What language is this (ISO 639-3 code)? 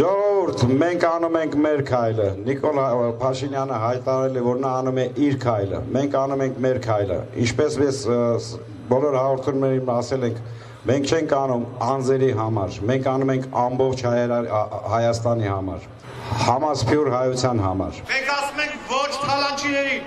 hye